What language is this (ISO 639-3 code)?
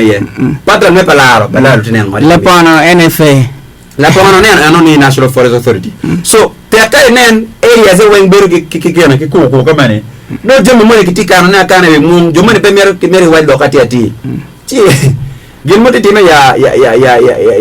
ach